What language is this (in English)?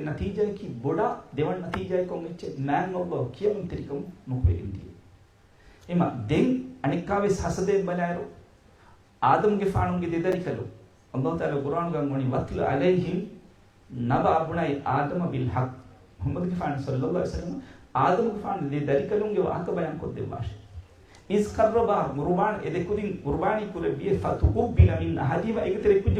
Divehi